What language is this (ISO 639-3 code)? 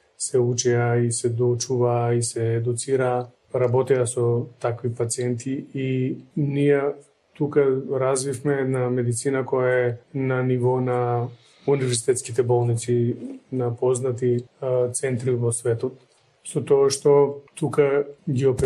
mkd